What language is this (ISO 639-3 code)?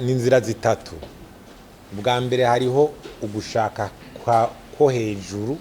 run